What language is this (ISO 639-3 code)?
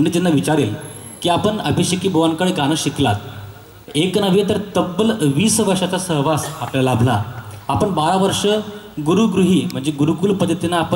mar